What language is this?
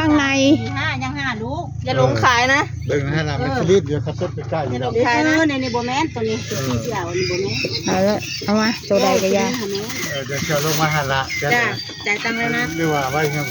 Northeastern Thai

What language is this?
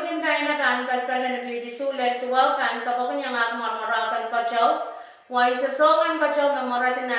Pohnpeian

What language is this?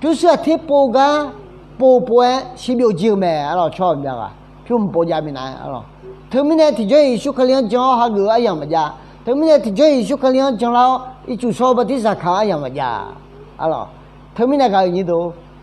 Akha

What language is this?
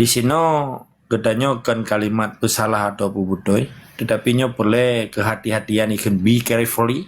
Achinese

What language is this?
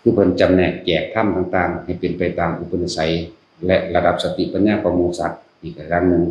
Northeastern Thai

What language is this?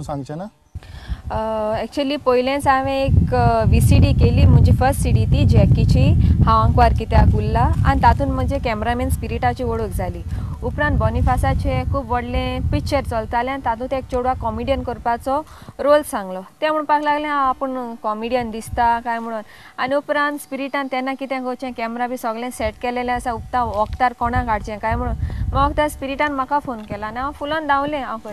Konkani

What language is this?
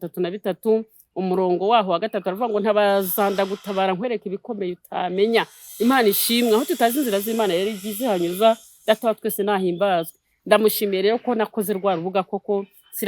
Kinyarwanda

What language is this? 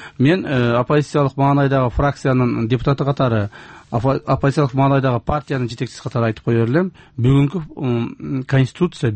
Kyrgyz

